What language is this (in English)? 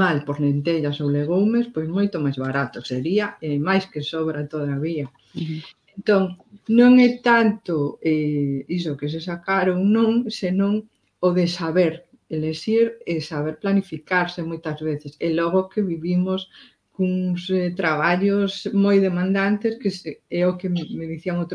Galician